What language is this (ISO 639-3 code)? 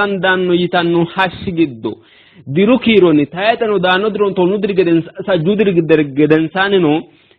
sid